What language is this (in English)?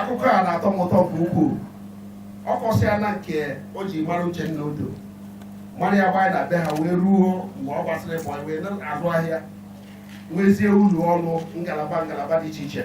Igbo